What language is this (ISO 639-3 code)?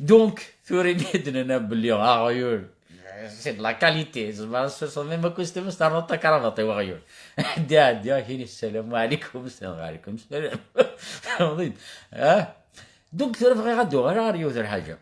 kab